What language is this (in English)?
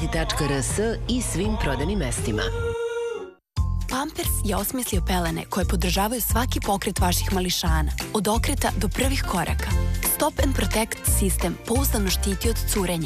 Serbian